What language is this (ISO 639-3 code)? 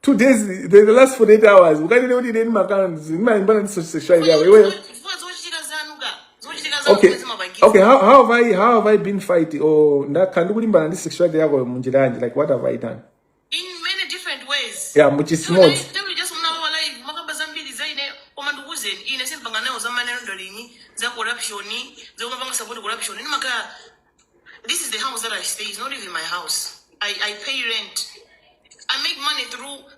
nya